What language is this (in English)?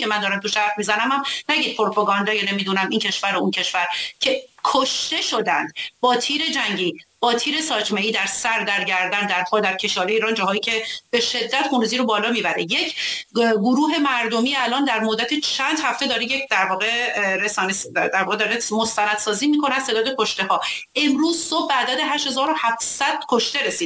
Persian